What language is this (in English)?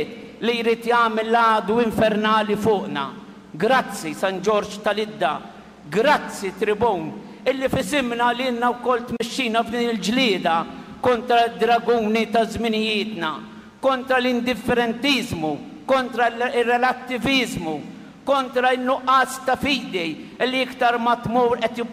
Maltese